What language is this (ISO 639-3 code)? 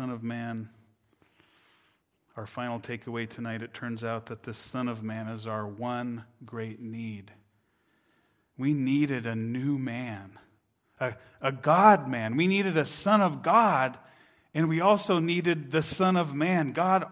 eng